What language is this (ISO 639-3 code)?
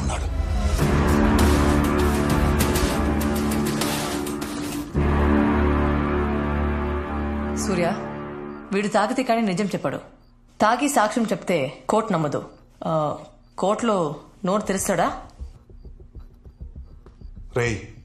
tel